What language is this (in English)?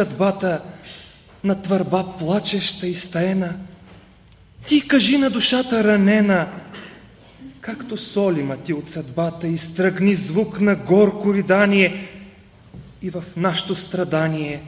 Bulgarian